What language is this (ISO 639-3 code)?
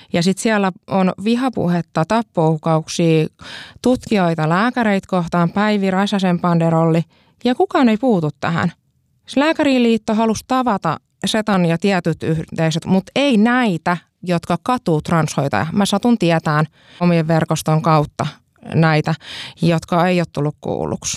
fin